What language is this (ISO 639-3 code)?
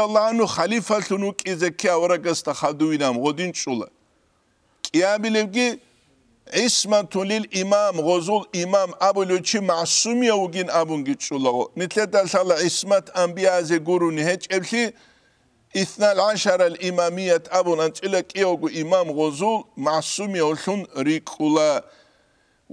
ava